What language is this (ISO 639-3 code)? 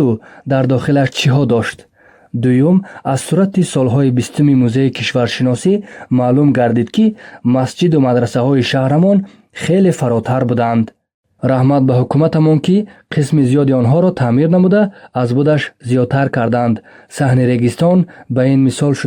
tgk